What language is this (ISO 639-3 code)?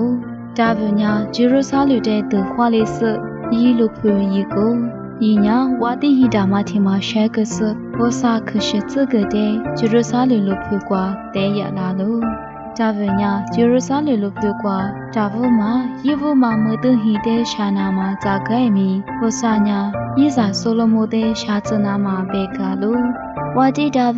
lis